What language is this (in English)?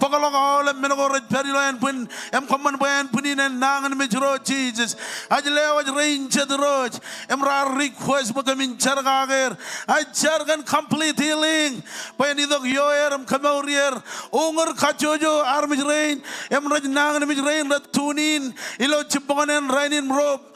Marshallese